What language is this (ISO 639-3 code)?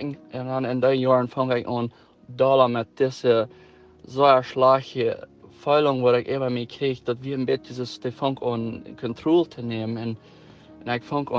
pdt